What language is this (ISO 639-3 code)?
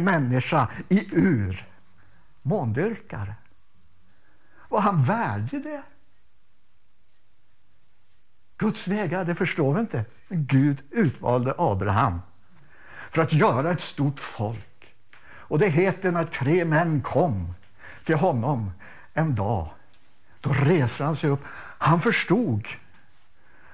swe